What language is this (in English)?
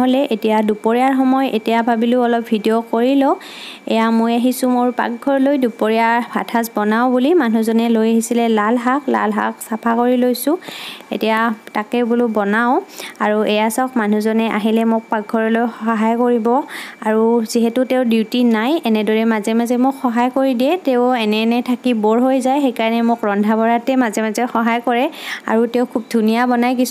Assamese